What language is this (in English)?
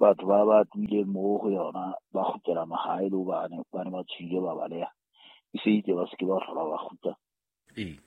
Southern Sotho